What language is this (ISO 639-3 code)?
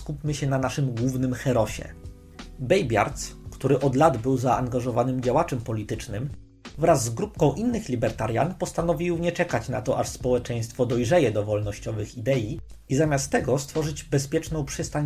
pol